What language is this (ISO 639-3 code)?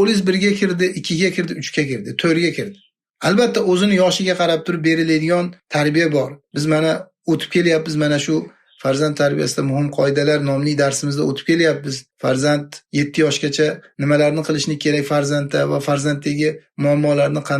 uzb